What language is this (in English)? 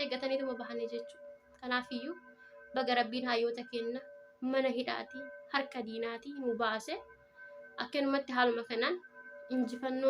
Oromo